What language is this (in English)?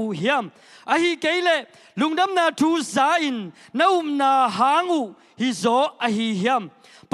Tedim Chin